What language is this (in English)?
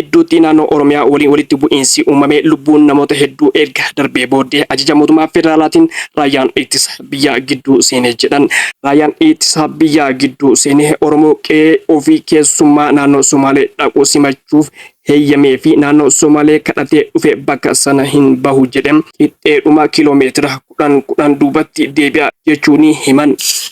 Oromo